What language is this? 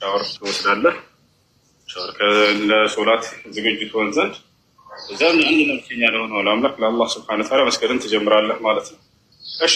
Amharic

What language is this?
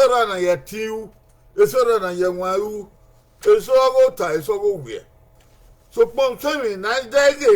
Bini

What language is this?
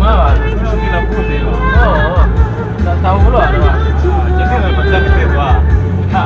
Minangkabau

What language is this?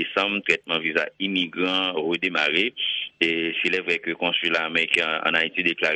Haitian Creole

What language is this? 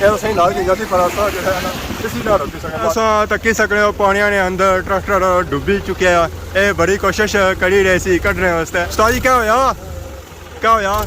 Pahari-Potwari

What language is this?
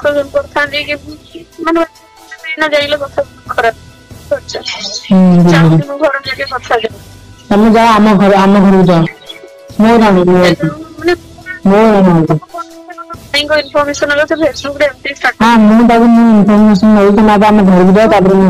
Odia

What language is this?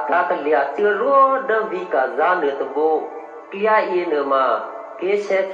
Eastern Kayah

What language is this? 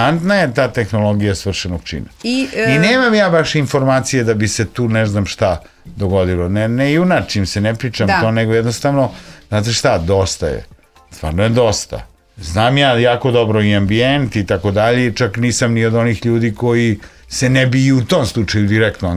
Serbian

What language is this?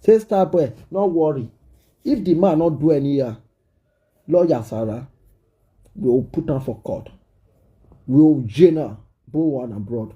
Nigerian Pidgin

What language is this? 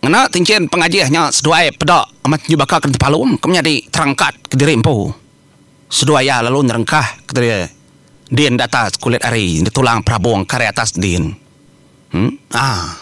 Iban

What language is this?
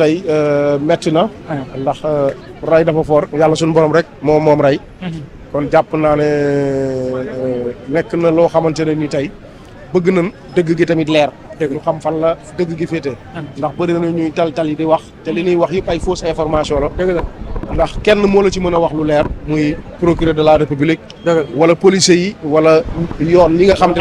Wolof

